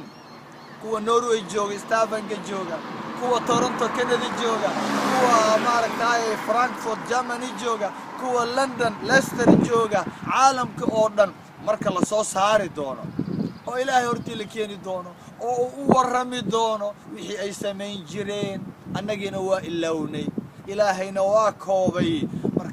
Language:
Somali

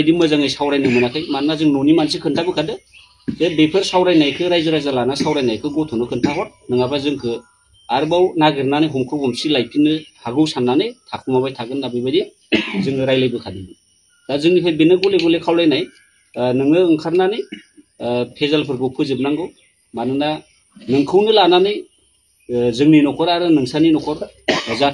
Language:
Bodo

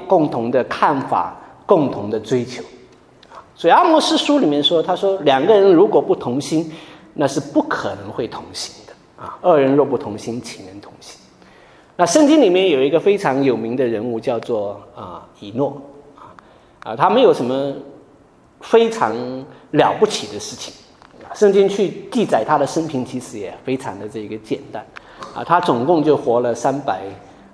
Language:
Chinese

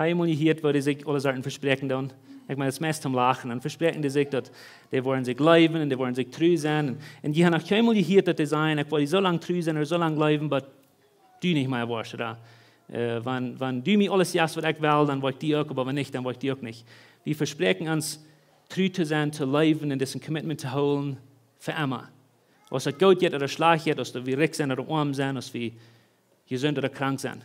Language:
Plautdietsch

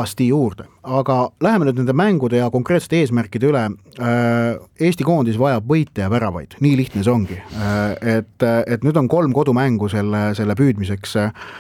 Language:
Estonian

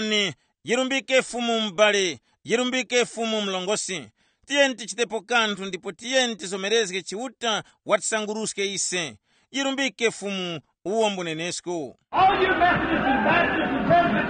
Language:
Tumbuka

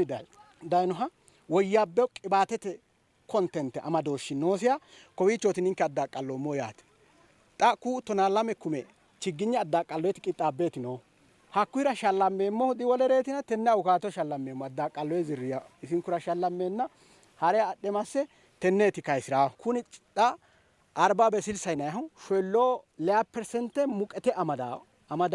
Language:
Sidamo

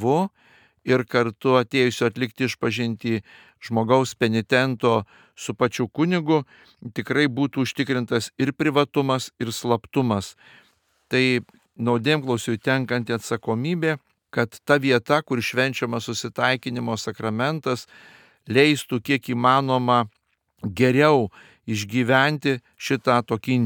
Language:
Lithuanian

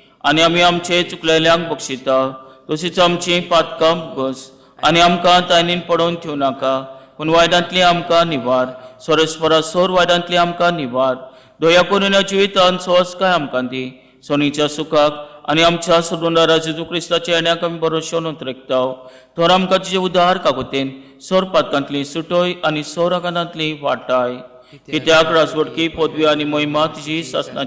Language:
Konkani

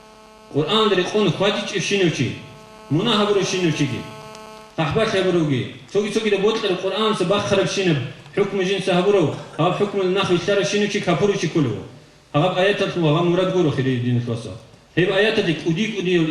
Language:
Avaric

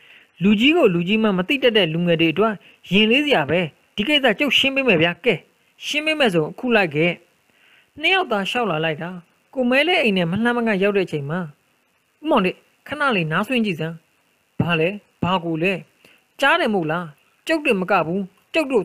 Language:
Burmese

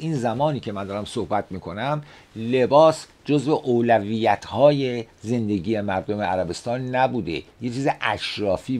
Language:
Persian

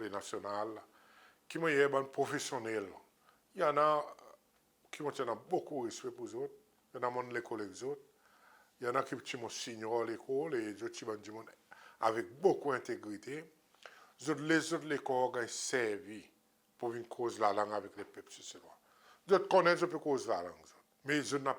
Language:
Seselwa Creole French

